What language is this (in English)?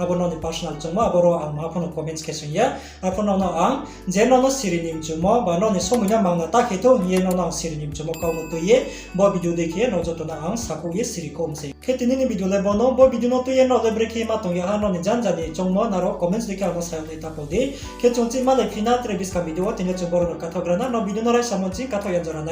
Riang (India)